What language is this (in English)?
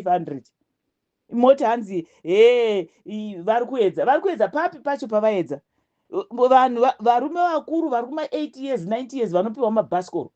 Shona